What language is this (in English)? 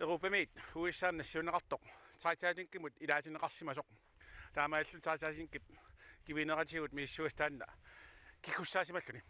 Kalaallisut